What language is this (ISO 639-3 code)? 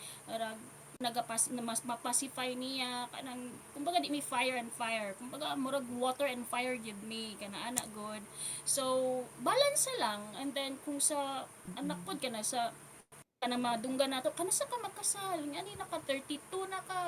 ceb